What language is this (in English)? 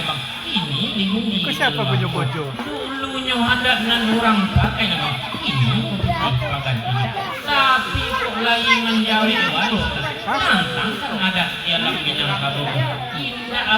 Minangkabau